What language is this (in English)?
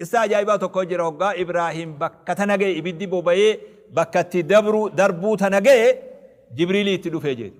Oromo